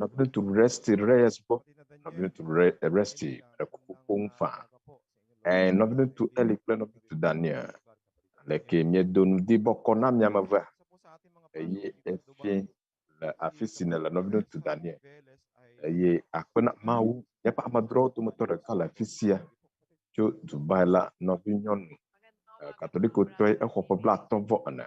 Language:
Ewe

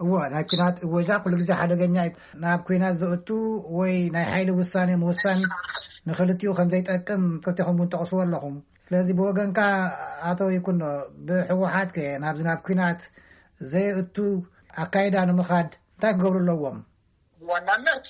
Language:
Tigrinya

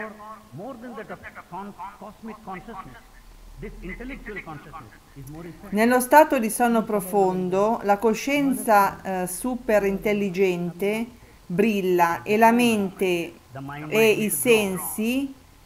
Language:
Italian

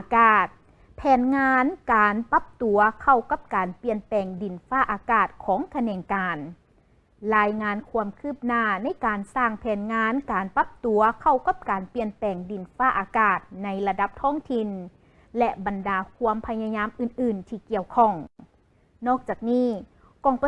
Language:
Lao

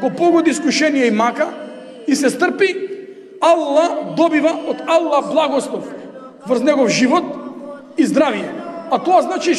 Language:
Macedonian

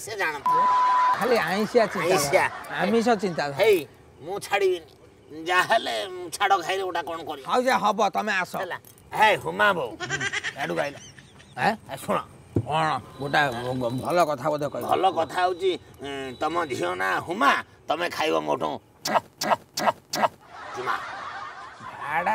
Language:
Odia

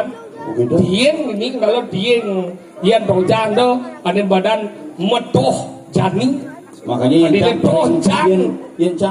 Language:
Balinese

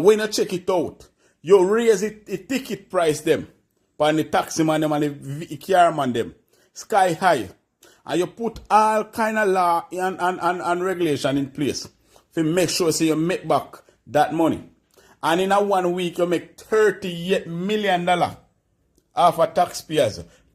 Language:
Jamaican Creole English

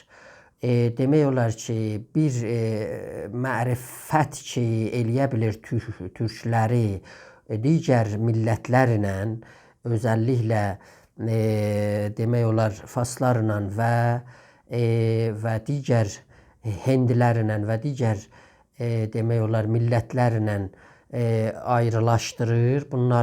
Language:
South Azerbaijani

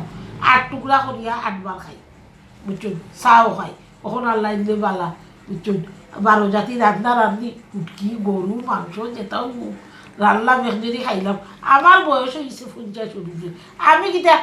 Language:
Sylheti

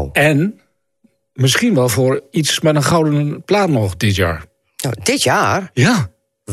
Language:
Dutch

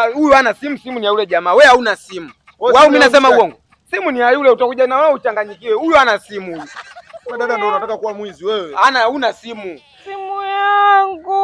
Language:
Swahili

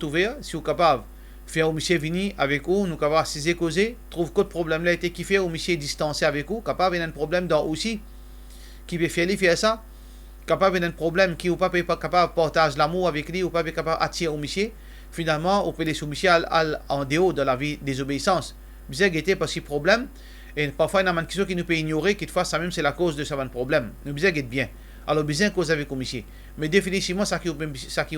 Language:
Morisyen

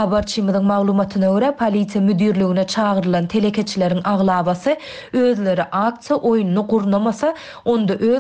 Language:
Turkmen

